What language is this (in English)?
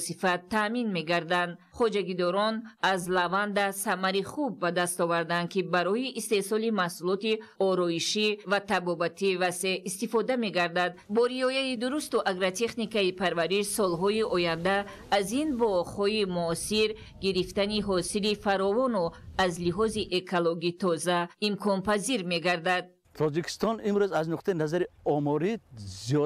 Tajik